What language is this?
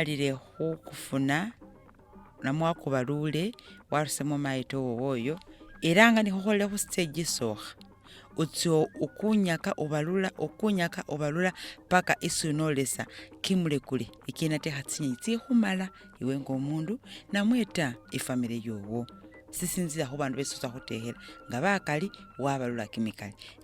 Masaaba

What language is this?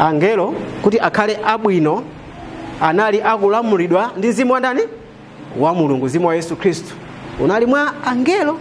Nyanja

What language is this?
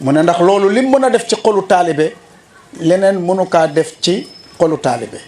Wolof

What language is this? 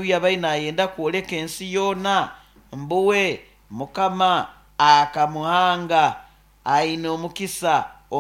Nyoro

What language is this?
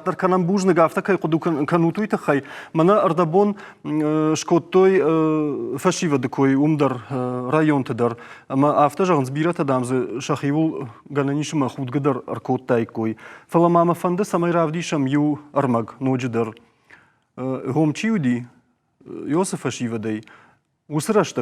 Ossetic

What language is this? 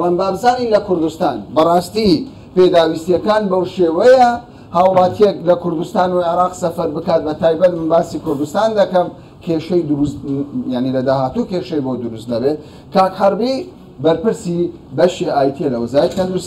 Central Kurdish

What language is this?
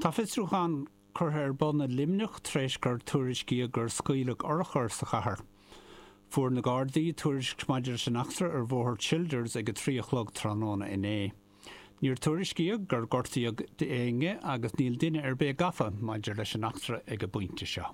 Irish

